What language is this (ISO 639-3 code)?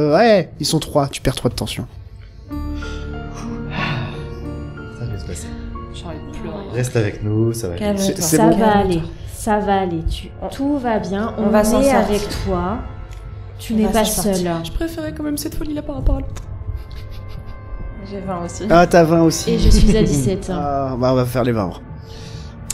fra